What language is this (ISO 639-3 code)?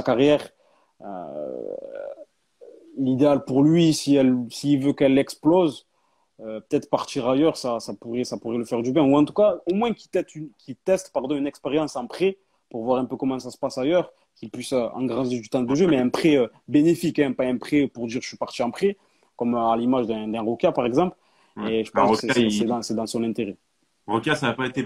fra